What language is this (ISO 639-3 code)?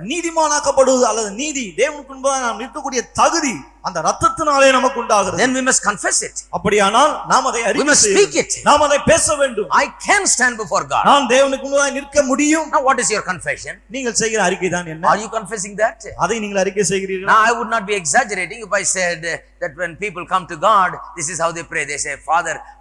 tam